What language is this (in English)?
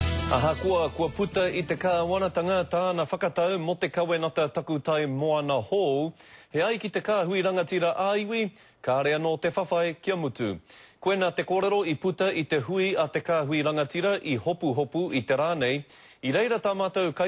Māori